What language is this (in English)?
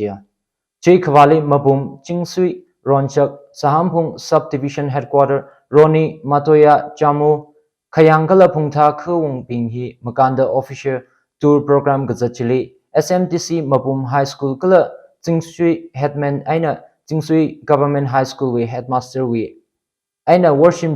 Tangkhul Naga (India)